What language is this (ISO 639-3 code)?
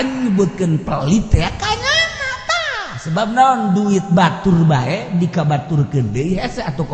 sun